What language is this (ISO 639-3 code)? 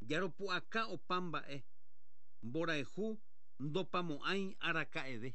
grn